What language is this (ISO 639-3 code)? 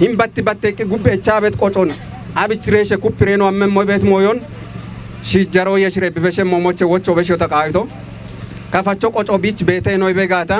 kbr